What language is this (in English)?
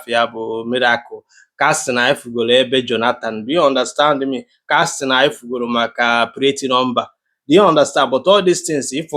Igbo